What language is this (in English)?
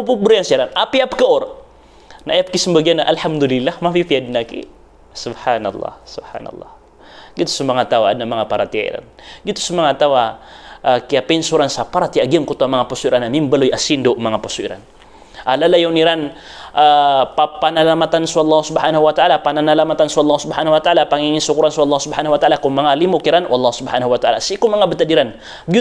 Maranao